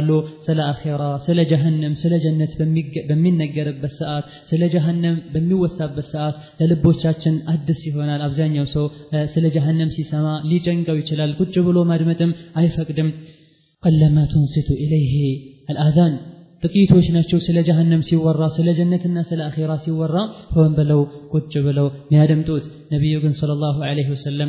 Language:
Amharic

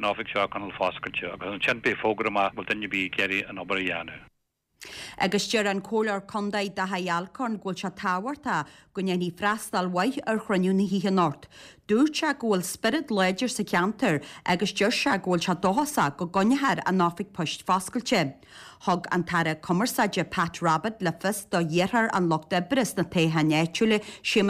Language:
Irish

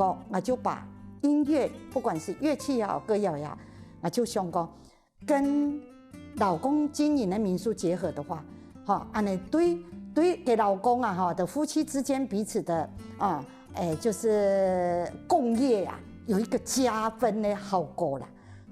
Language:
Hakka Chinese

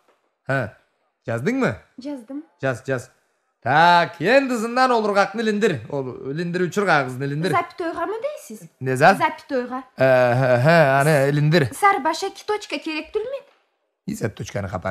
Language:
Karachay-Balkar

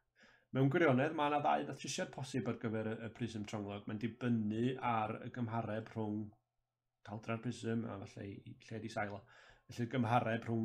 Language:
Welsh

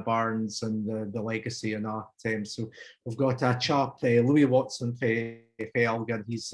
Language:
Scots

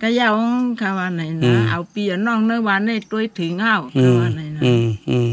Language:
Shan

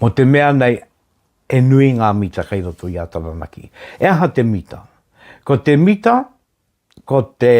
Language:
Māori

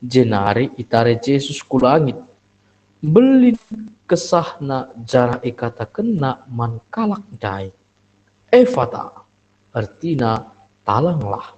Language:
Batak Karo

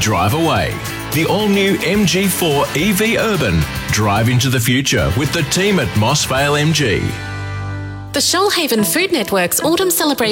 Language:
English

